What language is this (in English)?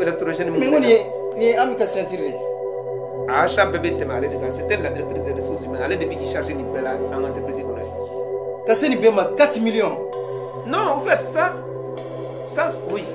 Bambara